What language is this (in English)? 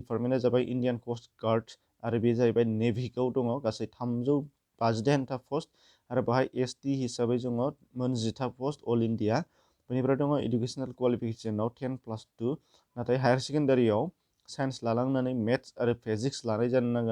Bodo